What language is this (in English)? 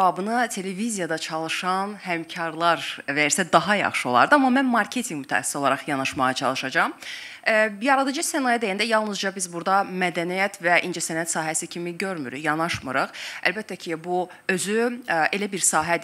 Azerbaijani